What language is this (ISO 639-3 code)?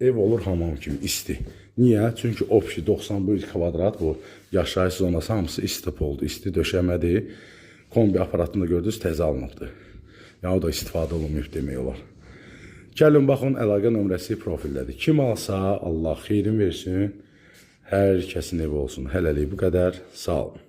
aze